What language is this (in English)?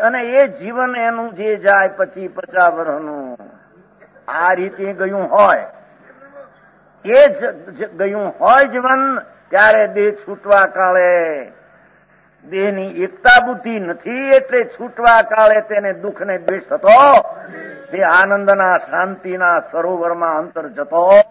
Gujarati